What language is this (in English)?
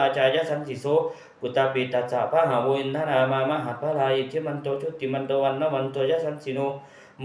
Pali